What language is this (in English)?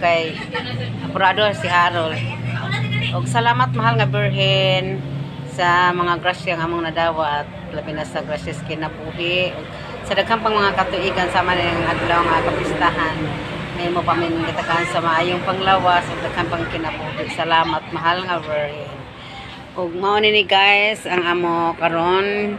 Cebuano